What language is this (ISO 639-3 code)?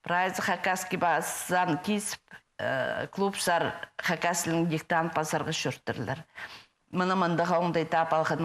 kjh